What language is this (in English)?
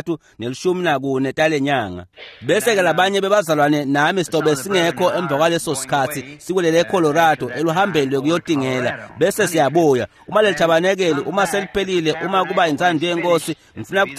Swati